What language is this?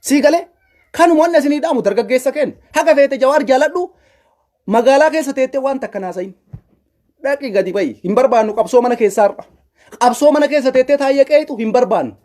Oromo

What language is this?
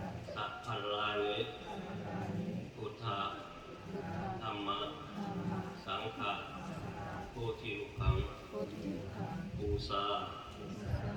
Pali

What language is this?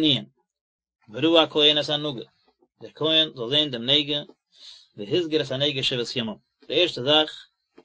Yiddish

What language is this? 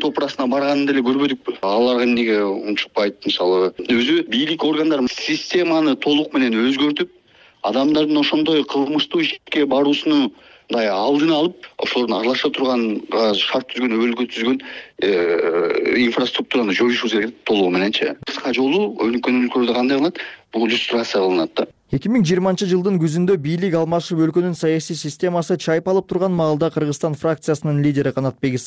Kyrgyz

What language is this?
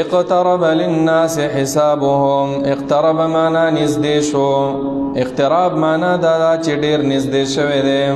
Pashto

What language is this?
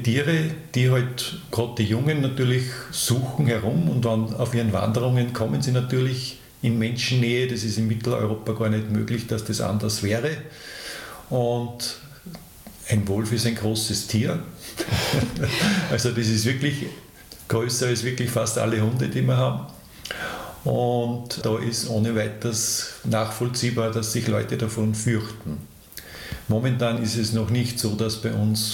German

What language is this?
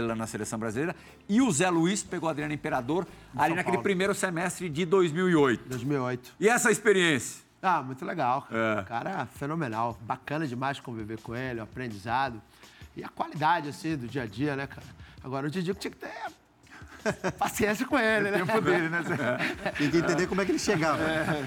Portuguese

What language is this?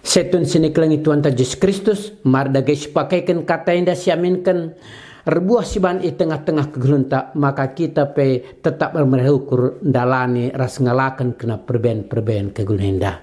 Batak Karo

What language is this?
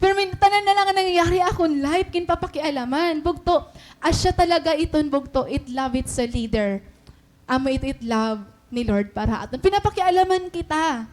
Waray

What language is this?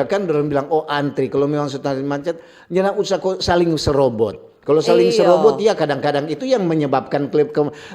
Manado Malay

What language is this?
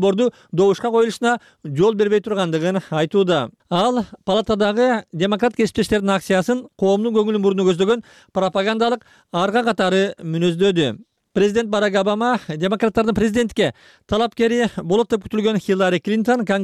Kyrgyz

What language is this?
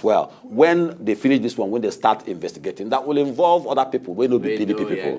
Nigerian Pidgin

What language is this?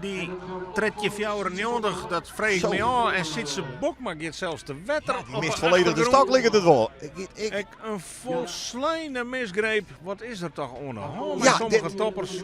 Western Frisian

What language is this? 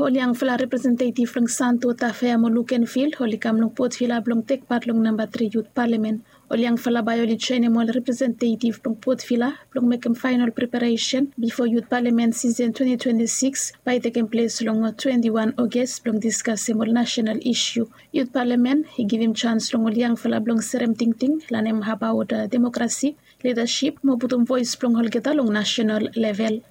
Bislama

